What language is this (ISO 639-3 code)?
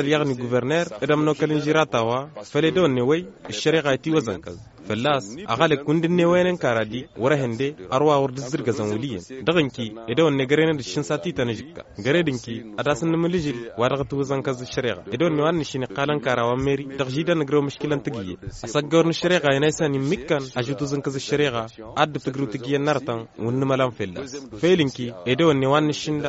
taq